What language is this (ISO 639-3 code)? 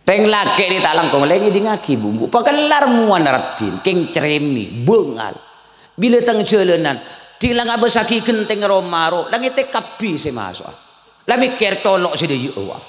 mad